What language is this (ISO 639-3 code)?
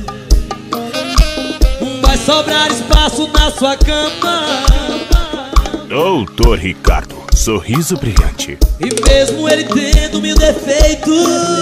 por